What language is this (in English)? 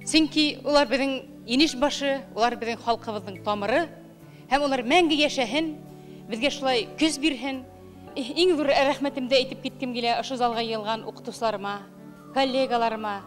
Bashkir